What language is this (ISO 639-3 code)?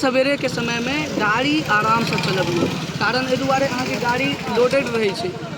mai